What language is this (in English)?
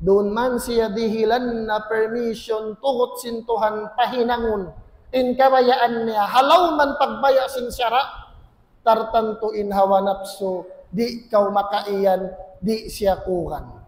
Tausug